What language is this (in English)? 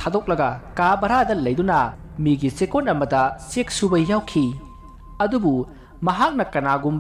Manipuri